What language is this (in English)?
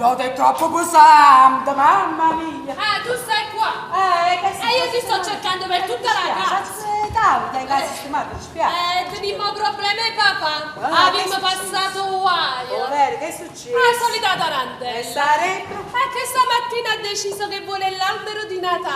Neapolitan